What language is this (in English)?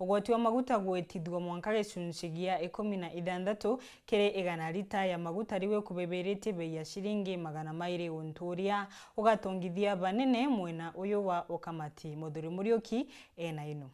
Meru